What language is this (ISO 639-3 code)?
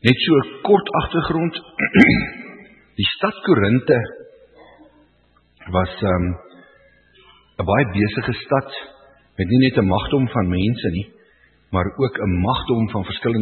afr